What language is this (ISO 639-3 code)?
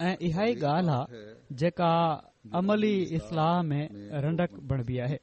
snd